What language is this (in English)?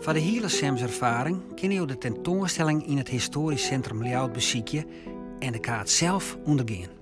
Western Frisian